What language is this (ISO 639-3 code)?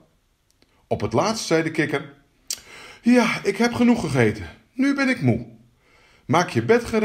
nld